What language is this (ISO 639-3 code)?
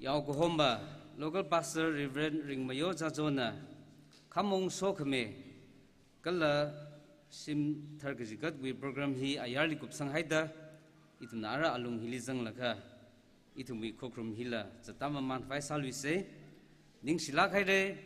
nmf